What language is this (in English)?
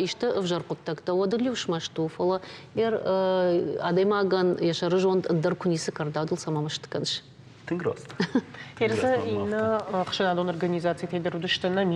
Ossetic